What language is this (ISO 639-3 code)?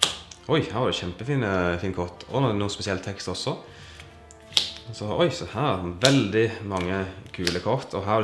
nor